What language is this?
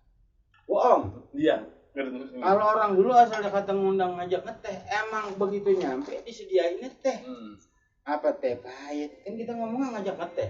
Betawi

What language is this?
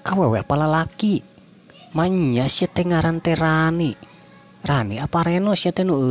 Sundanese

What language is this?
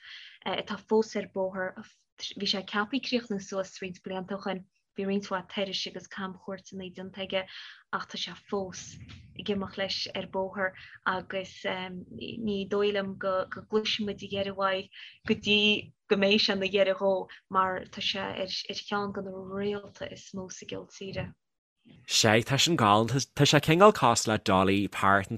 Irish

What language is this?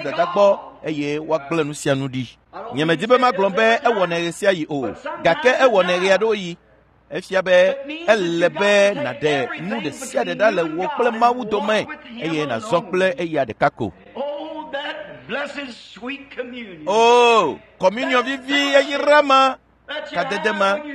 Ewe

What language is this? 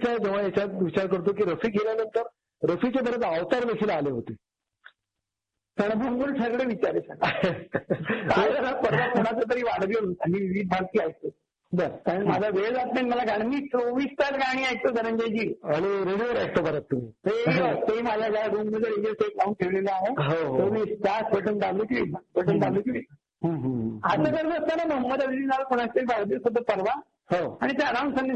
Marathi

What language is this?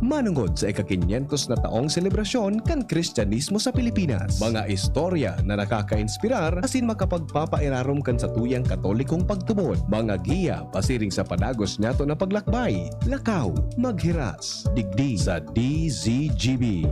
Bikol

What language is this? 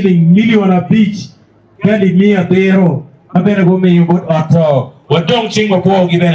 Acoli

